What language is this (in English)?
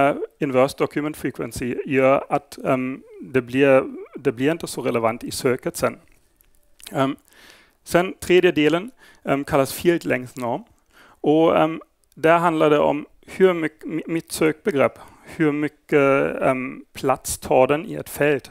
Swedish